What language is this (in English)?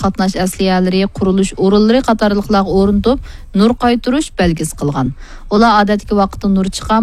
Uyghur